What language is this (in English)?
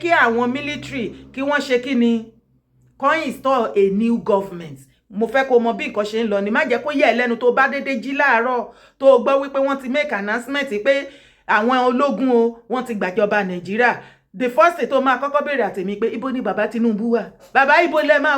Yoruba